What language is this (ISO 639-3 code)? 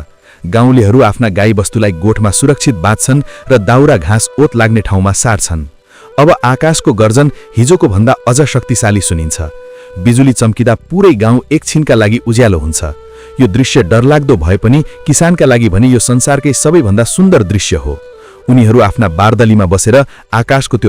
nep